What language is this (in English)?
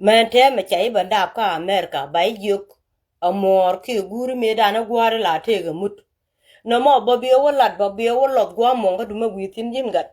Nuer